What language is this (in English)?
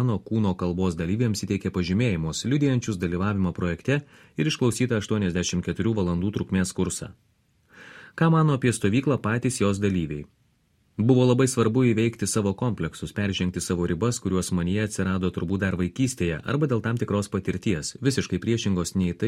Lithuanian